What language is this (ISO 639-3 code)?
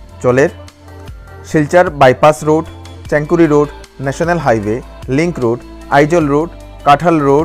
bpy